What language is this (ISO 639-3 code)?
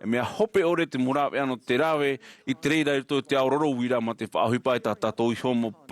tah